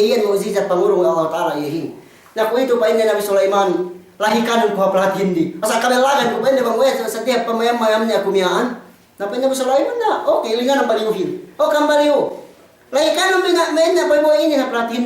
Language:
Yakan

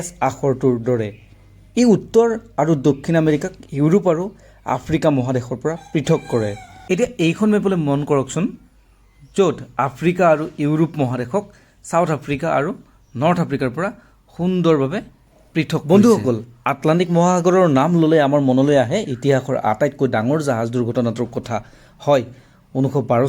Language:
Assamese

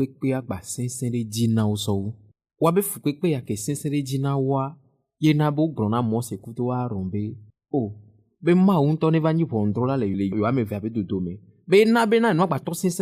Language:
Ewe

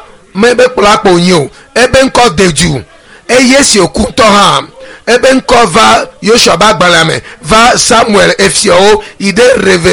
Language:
Ewe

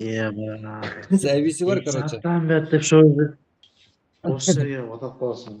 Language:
Kara-Kalpak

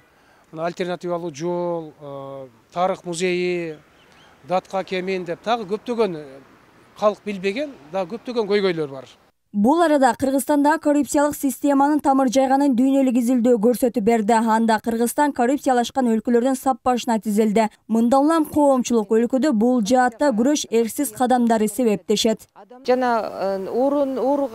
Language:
Kyrgyz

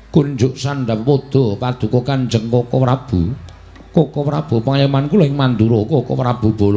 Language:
Javanese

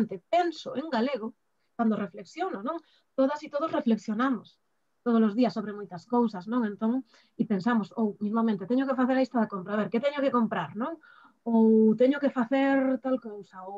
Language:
Galician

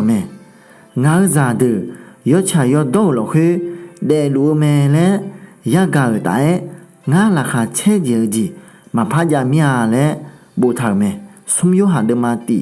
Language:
Akha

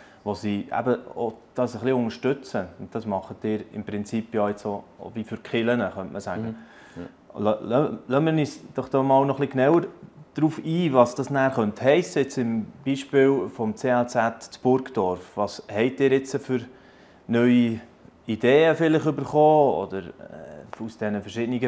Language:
Swiss German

